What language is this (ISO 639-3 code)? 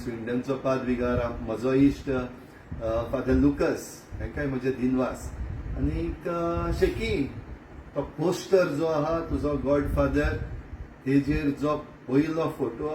kok